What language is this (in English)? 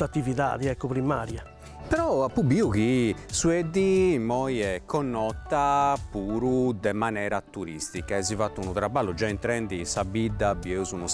Sardinian